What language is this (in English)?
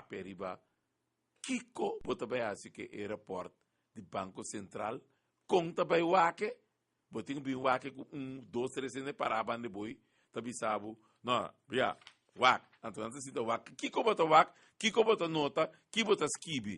Papiamento